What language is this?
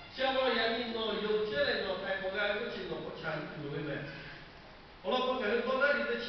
Lahu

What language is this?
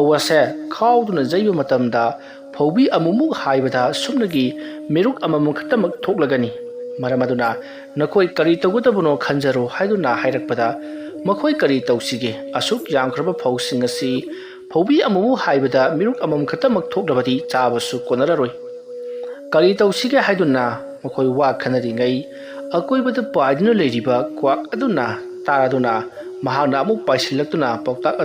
Manipuri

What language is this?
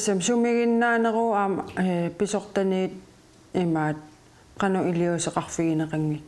Kalaallisut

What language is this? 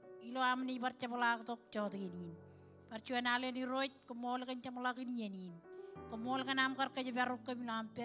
Marshallese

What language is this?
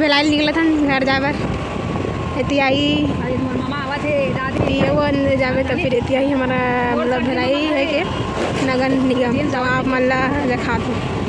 Chhattisgarhi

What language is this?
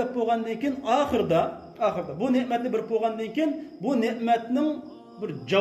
Uyghur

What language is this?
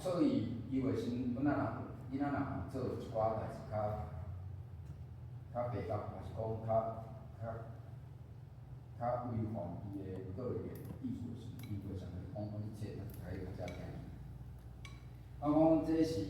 Min Nan Chinese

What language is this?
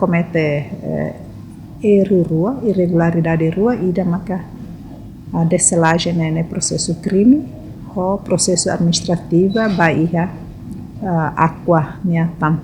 Tetum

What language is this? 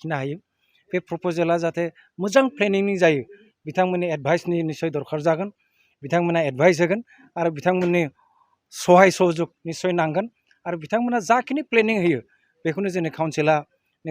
Bodo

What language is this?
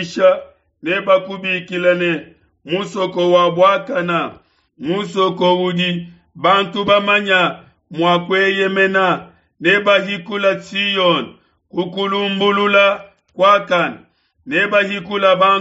Luba-Lulua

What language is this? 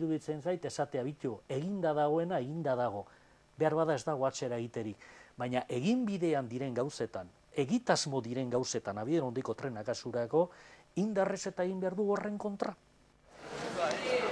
Basque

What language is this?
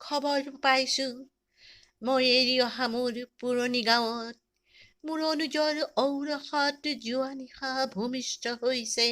Assamese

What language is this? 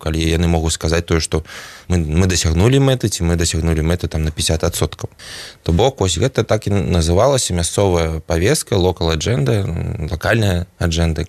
Belarusian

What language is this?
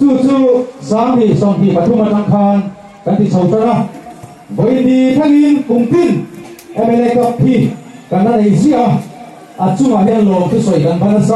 Mizo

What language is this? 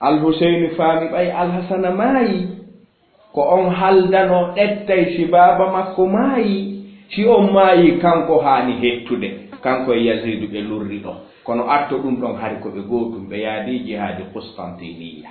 Fula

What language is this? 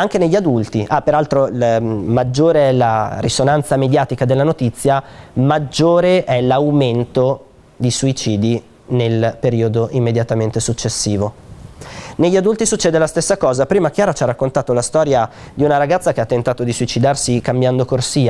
Italian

